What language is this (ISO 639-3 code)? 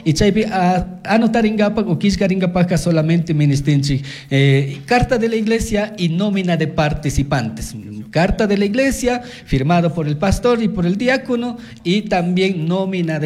qug